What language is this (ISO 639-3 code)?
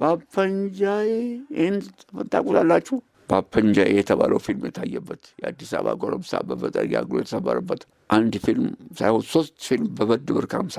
amh